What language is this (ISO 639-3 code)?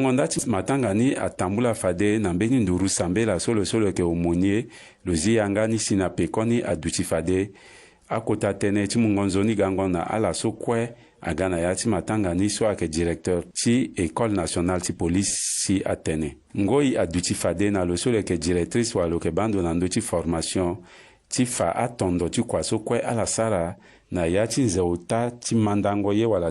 sag